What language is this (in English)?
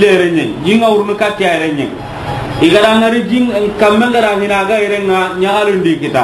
Soninke